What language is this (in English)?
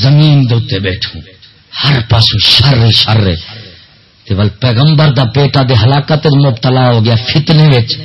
Saraiki